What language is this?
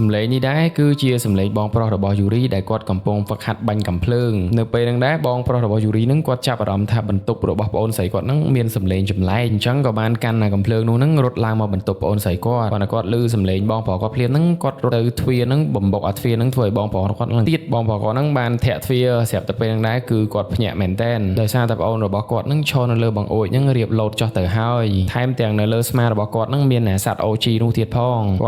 Khmer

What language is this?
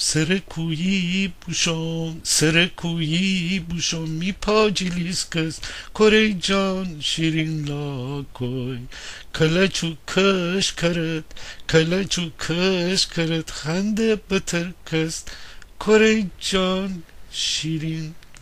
Gilaki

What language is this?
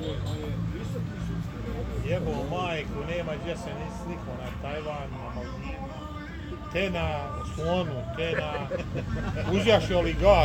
Bosnian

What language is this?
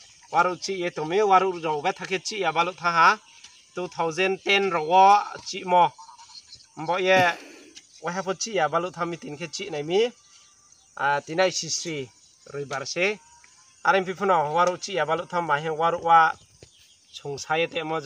Riang (India)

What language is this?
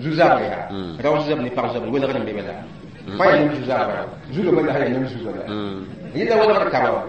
Mossi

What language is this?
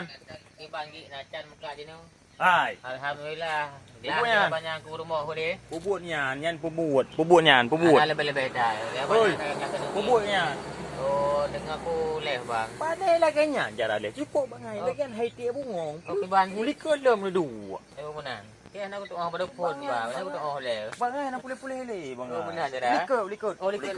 Achinese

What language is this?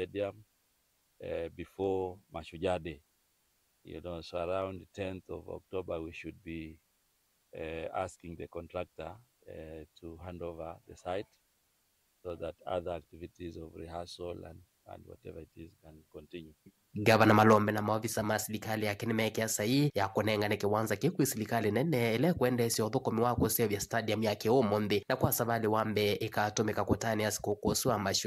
Kamba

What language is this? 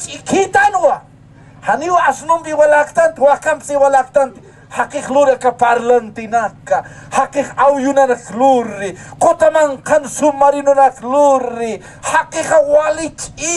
Aymara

